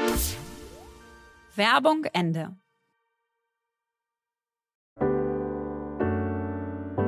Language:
German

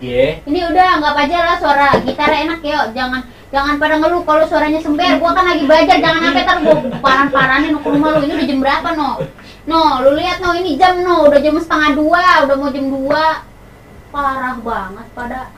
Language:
Betawi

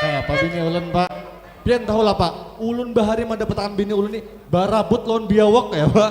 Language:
Banjar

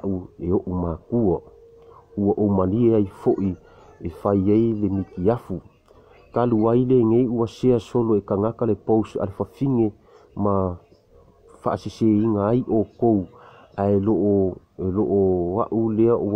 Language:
Samoan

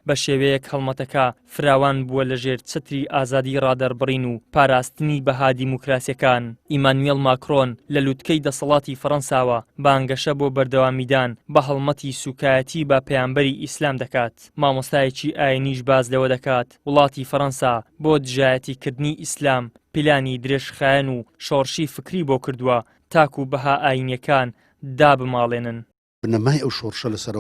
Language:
Central Kurdish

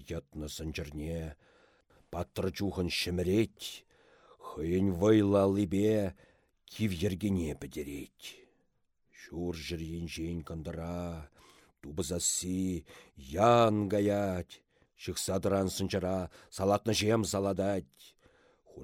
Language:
Chuvash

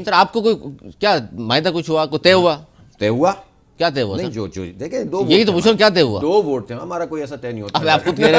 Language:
Urdu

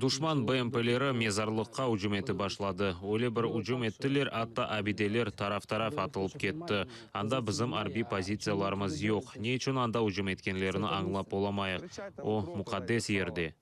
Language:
Crimean Tatar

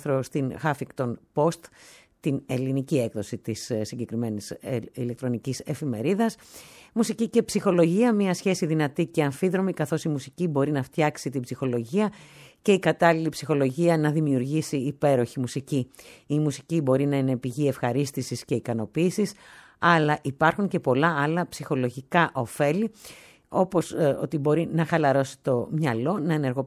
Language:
Greek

